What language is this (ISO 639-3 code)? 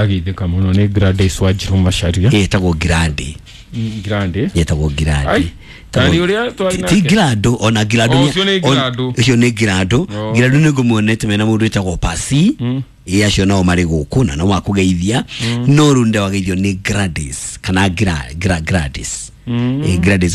kik